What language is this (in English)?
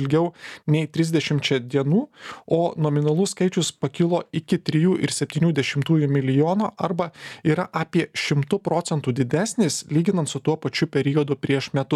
Lithuanian